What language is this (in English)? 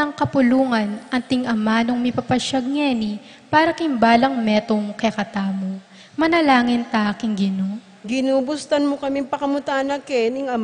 Pampanga